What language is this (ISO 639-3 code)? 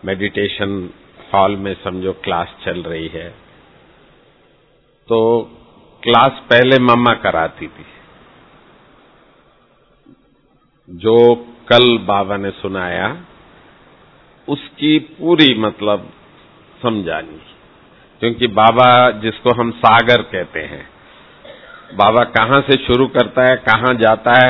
hin